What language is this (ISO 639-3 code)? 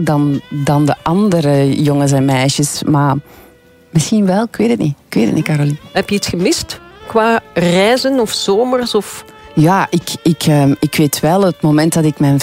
nld